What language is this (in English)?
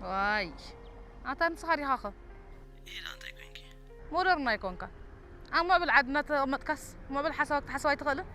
Tigrinya